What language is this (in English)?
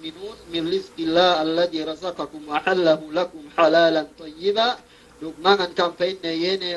Yakan